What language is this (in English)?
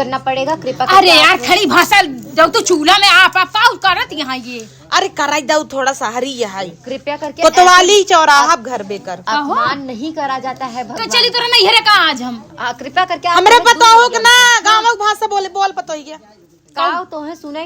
Awadhi